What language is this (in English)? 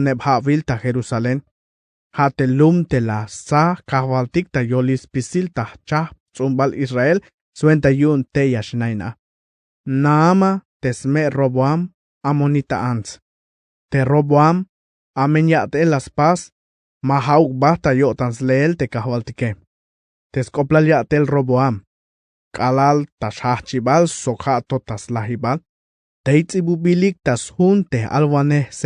Tzeltal